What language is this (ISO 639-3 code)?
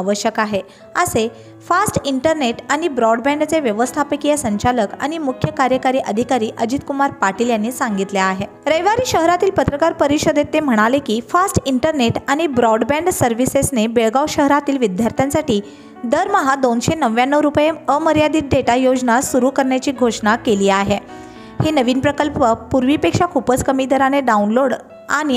mar